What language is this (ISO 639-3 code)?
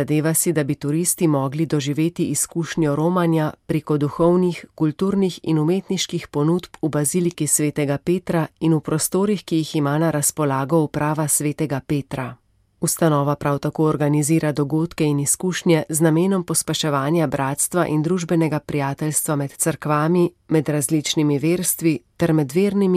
slv